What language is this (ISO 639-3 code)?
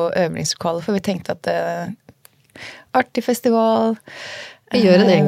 nor